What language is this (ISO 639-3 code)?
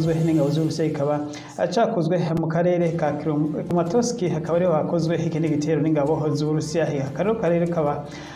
run